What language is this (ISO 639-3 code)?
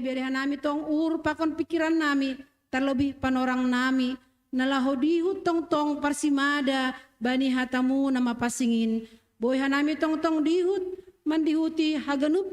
bts